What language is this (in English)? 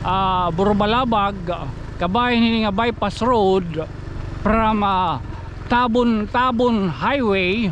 Waray